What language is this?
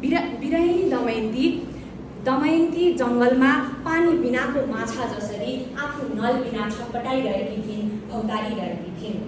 Nepali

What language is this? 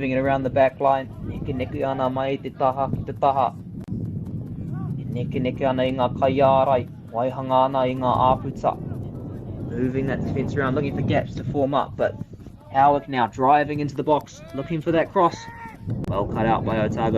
Māori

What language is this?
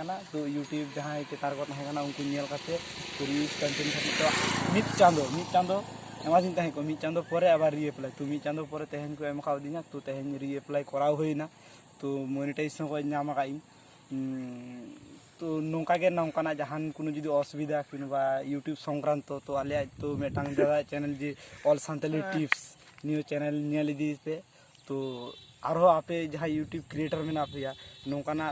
Santali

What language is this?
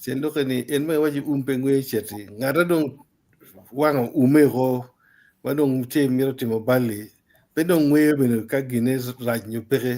Acoli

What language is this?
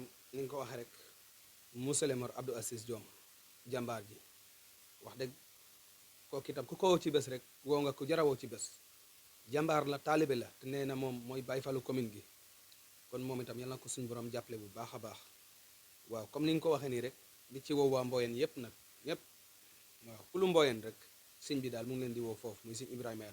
Wolof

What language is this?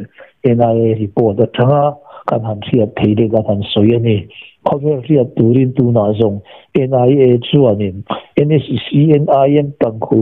Mizo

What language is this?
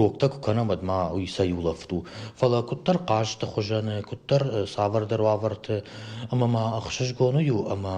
Ossetic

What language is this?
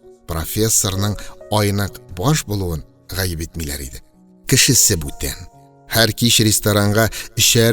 Tatar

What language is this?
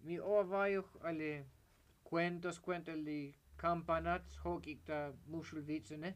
Tzotzil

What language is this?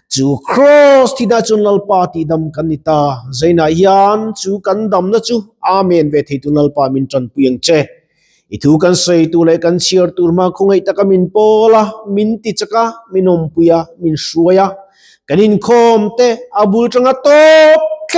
Mizo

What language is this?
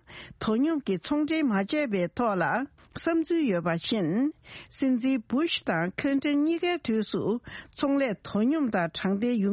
Tibetan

